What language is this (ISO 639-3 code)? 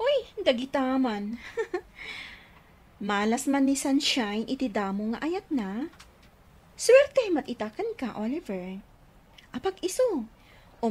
ilo